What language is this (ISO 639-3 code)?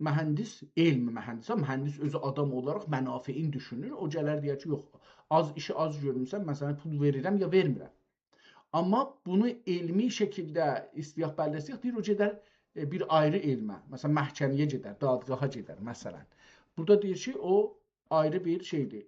azb